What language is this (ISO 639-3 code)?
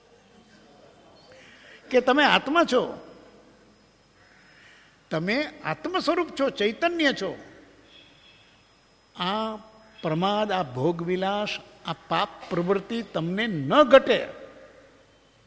guj